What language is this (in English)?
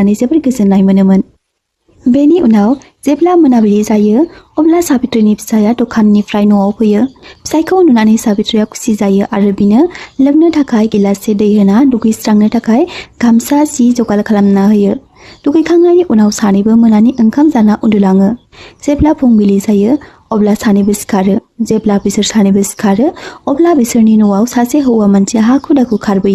Bodo